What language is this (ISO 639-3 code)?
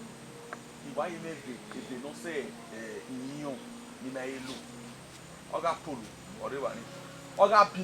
bin